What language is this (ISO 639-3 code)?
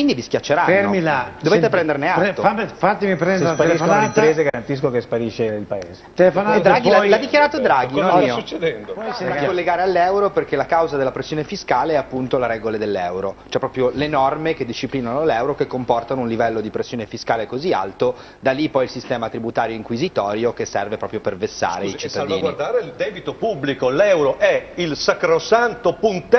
ita